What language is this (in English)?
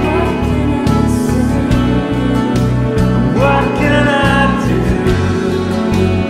English